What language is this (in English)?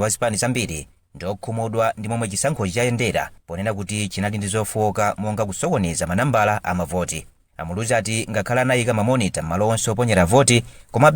Nyanja